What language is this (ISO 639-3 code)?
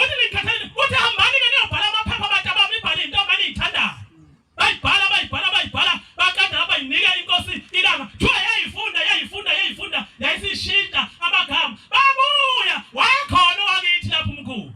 zul